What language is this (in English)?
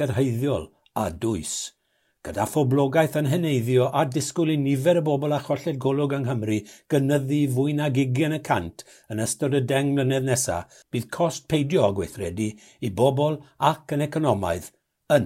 Welsh